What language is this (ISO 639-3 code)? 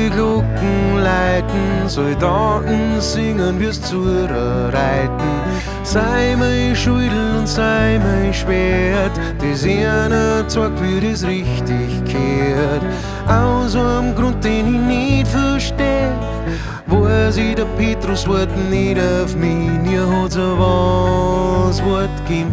bar